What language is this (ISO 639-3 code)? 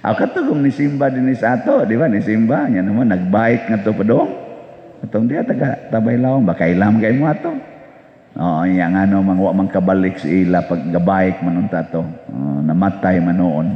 ceb